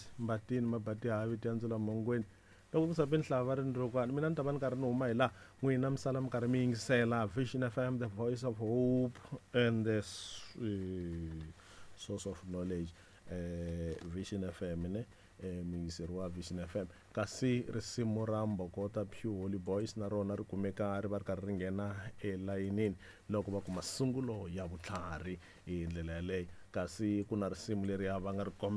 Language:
Tsonga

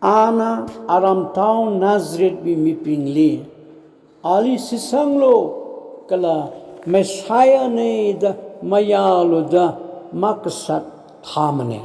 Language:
Tangkhul Naga (India)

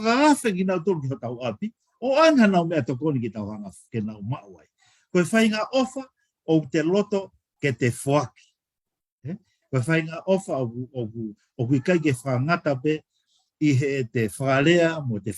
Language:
Tongan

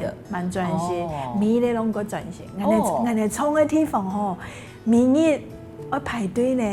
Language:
Hakka Chinese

